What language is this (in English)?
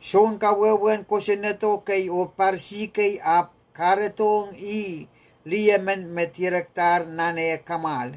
Pohnpeian